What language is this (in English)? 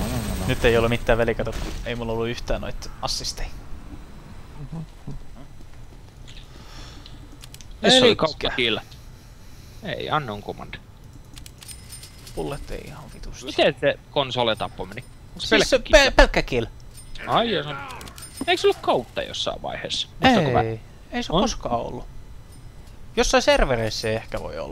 Finnish